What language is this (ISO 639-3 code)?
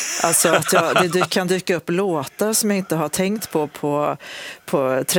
swe